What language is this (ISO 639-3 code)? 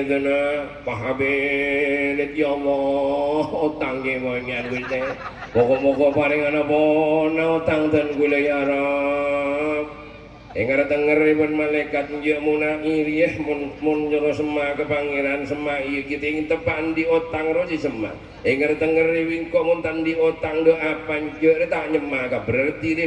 mad